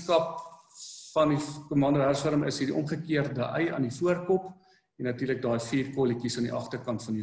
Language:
Afrikaans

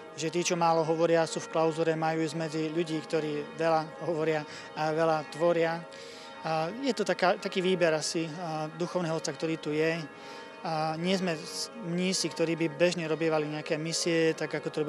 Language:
Slovak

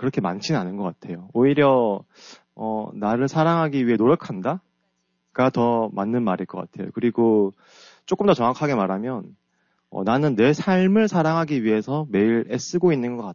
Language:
Korean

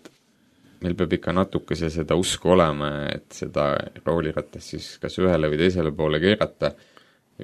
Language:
Estonian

